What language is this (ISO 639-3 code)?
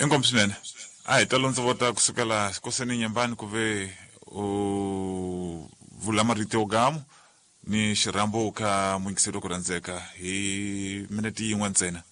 tso